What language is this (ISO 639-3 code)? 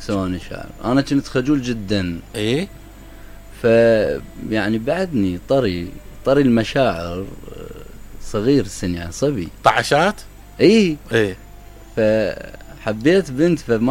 acm